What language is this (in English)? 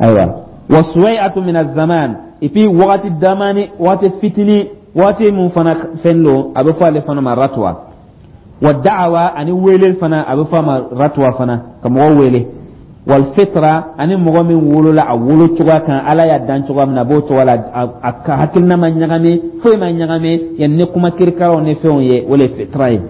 Dyula